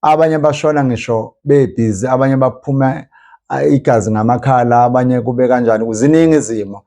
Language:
Zulu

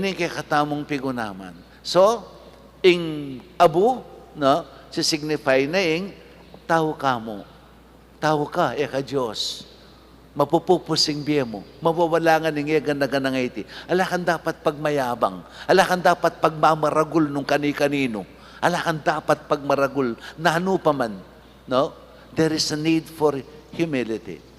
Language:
Pampanga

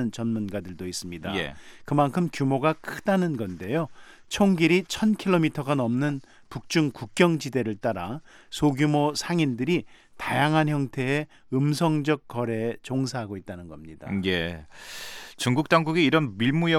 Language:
Korean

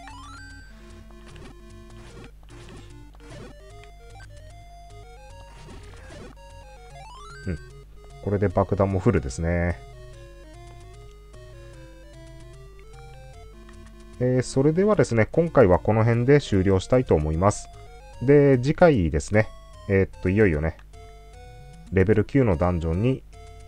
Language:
Japanese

